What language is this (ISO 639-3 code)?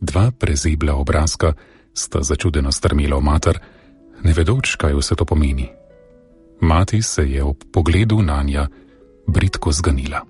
slv